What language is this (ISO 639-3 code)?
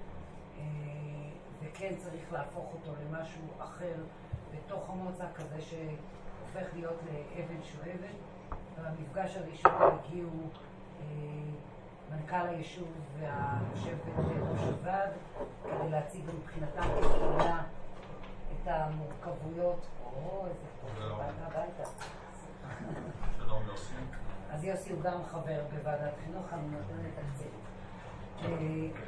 heb